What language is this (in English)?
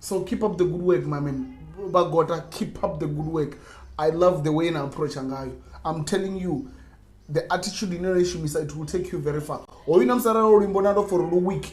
Venda